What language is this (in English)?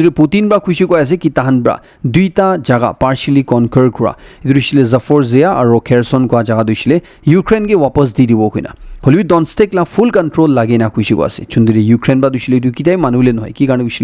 Naga Pidgin